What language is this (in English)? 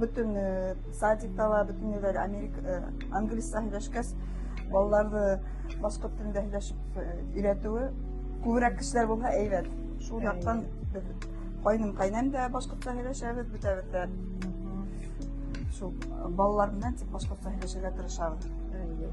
Bashkir